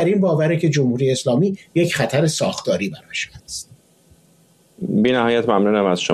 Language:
Persian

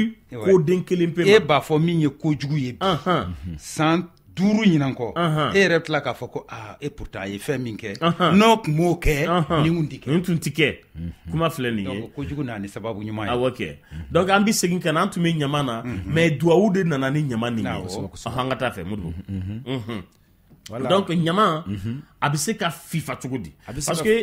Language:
Bambara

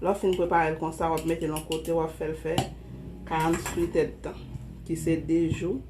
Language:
Haitian Creole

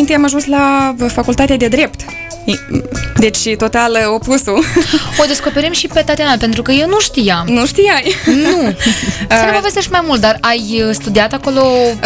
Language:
Romanian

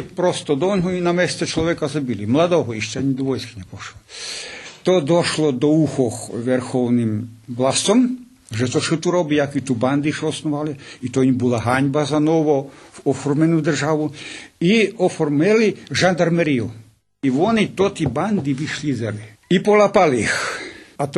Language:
Rusyn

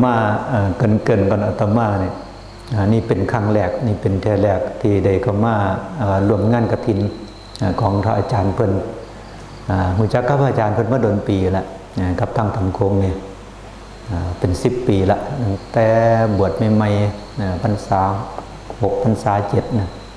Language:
Northeastern Thai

